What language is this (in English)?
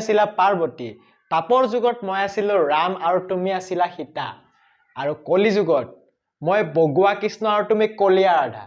Assamese